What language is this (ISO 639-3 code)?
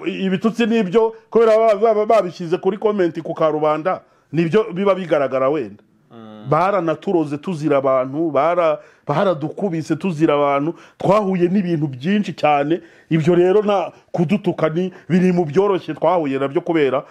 kin